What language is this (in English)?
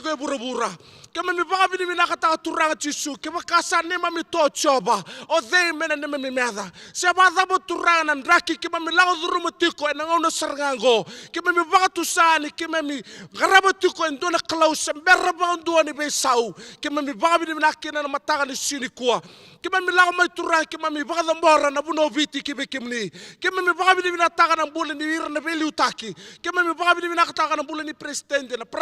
Fijian